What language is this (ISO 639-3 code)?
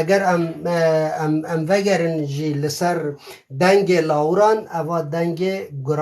kur